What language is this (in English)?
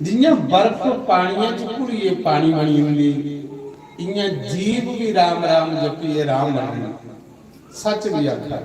Dogri